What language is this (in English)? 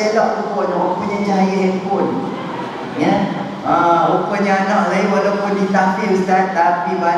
Malay